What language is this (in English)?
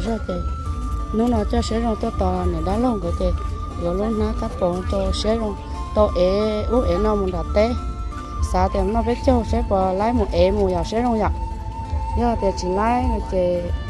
Hmong